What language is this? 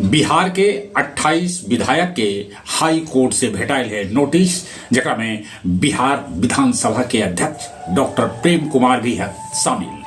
Magahi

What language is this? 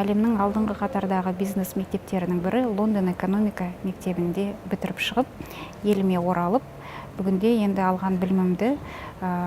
Kazakh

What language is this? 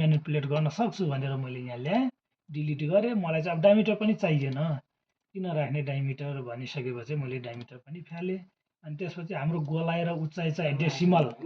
Nepali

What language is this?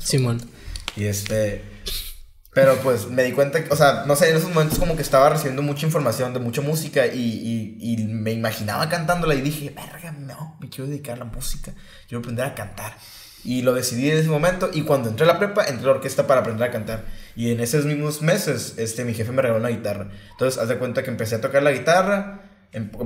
Spanish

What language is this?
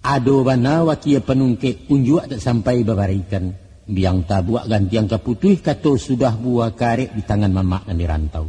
Minangkabau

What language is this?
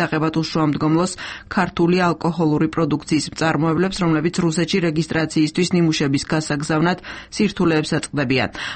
Georgian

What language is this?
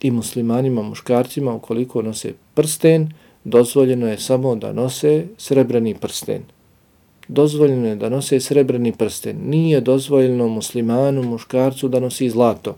Bosnian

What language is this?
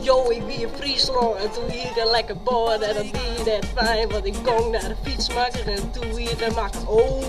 Western Frisian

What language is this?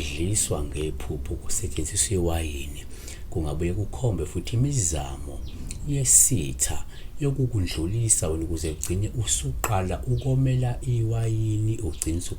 Zulu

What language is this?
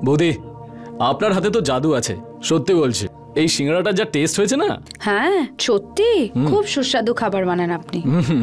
Bangla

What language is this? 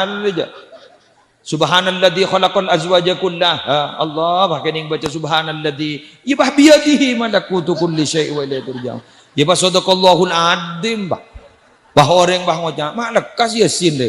Madurese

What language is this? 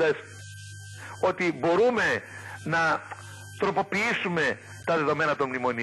Greek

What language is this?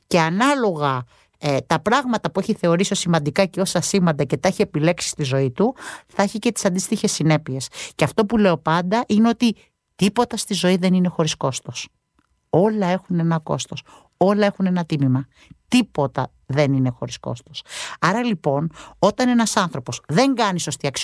Greek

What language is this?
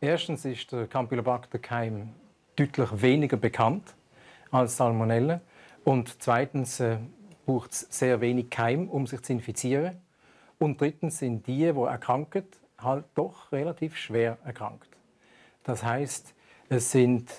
Swiss German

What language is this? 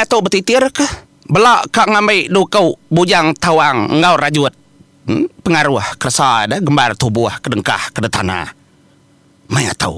Iban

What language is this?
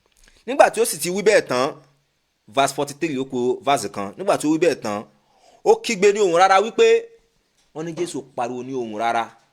Yoruba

